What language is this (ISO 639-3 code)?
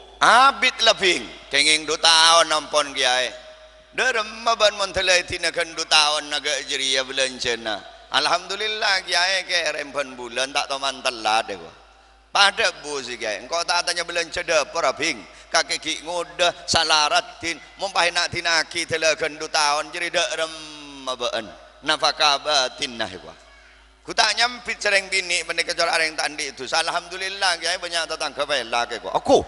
mad